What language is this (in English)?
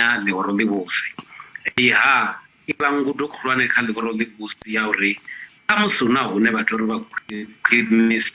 Venda